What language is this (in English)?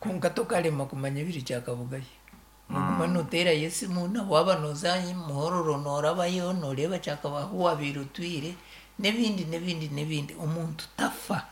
Nyankole